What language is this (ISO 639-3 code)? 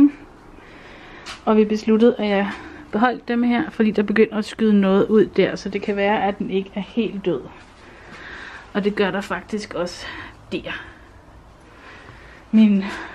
dan